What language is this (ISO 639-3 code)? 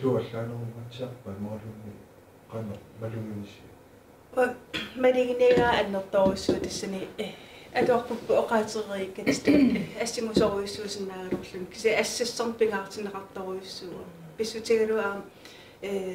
kal